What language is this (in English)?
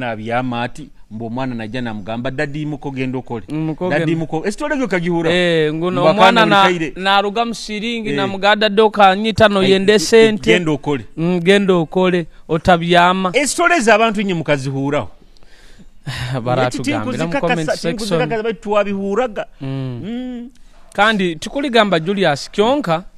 Nyoro